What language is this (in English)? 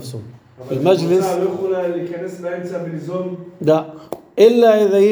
North Levantine Arabic